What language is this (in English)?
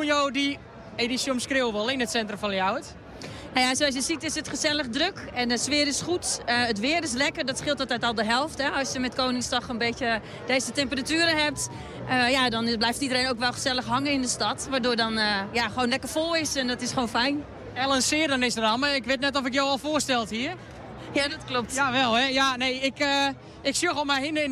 Western Frisian